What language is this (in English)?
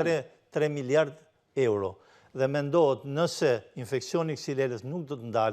Albanian